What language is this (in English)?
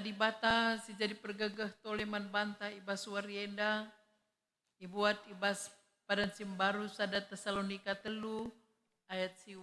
Batak Karo